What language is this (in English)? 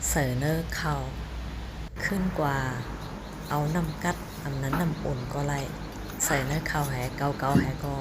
Shan